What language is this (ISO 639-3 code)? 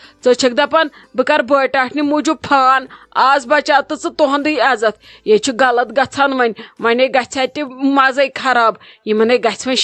kas